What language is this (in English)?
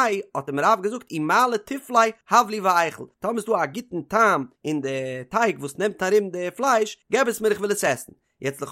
Yiddish